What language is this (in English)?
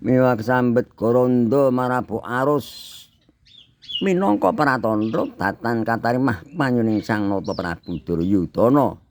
Javanese